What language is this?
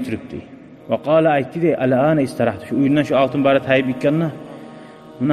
Kumyk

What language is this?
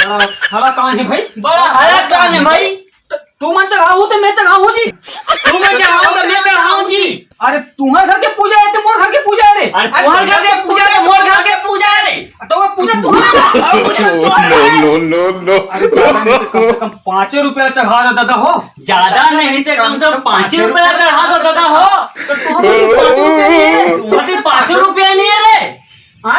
Chhattisgarhi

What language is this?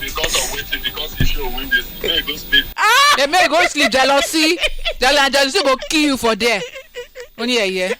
Nigerian Pidgin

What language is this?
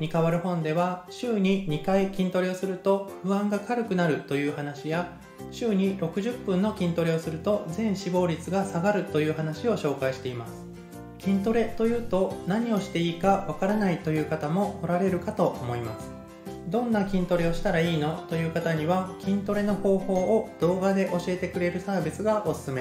Japanese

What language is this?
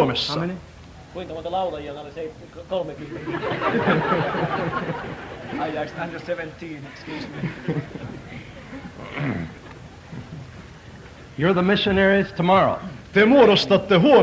Finnish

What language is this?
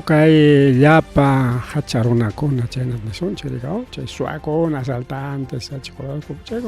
Ayacucho Quechua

